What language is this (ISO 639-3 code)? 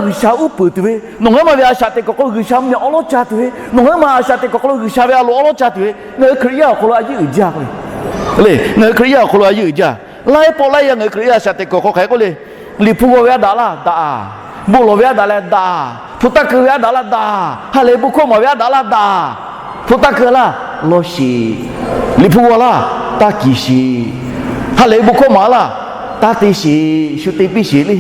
lhu